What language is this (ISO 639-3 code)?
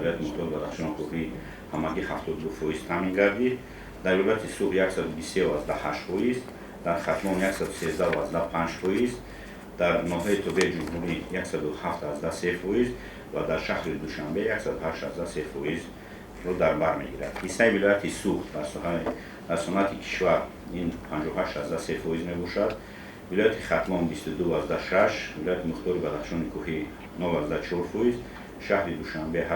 tgk